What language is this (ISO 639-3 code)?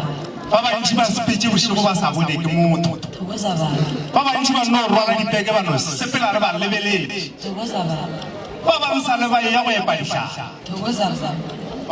nso